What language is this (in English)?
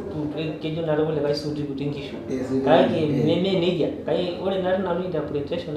Masai